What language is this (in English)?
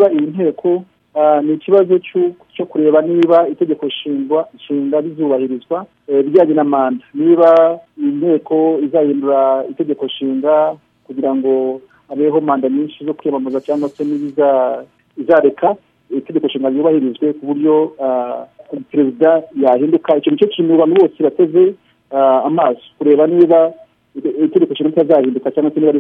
Kinyarwanda